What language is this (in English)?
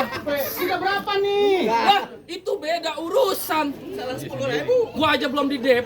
Betawi